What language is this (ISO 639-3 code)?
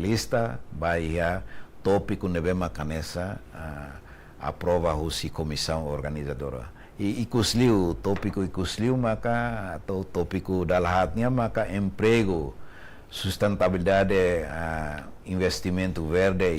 tet